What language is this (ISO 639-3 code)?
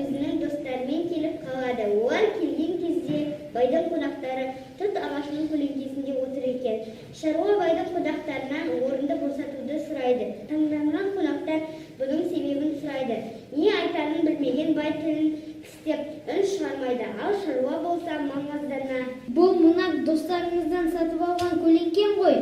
kaz